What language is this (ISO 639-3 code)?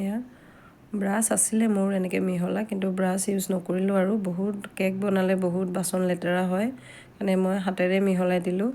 asm